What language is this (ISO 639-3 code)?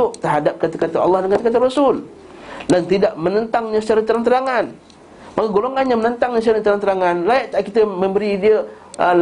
msa